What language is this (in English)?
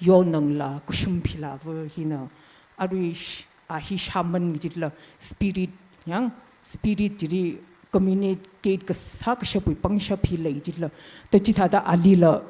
Tangkhul Naga (India)